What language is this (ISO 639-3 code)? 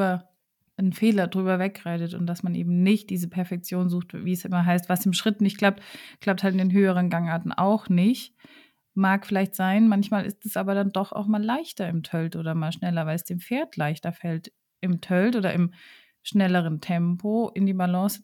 deu